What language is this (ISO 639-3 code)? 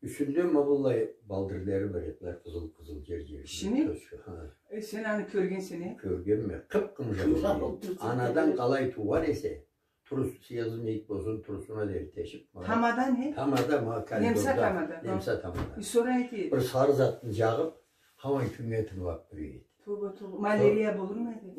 krc